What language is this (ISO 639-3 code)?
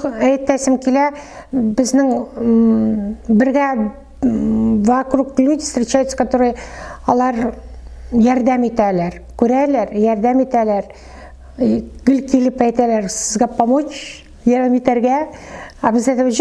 tat